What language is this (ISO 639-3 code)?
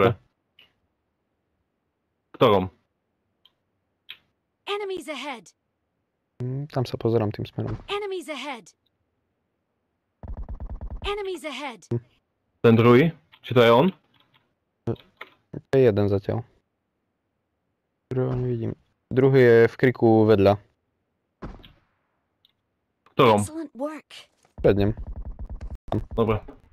slk